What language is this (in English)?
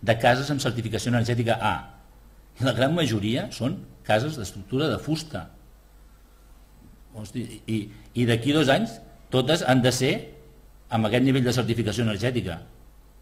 Catalan